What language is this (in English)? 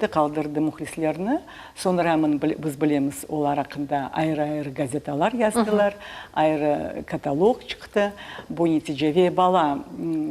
Crimean Tatar